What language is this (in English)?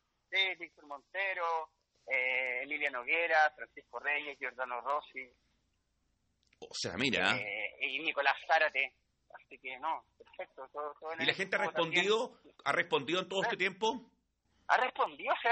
Spanish